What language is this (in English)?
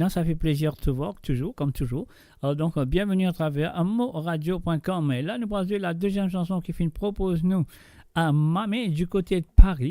Morisyen